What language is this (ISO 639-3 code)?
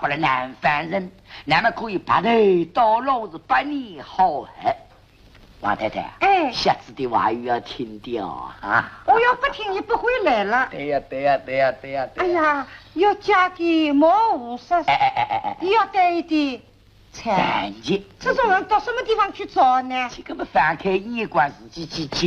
wuu